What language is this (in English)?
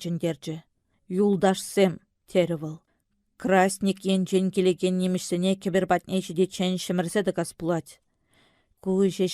Chuvash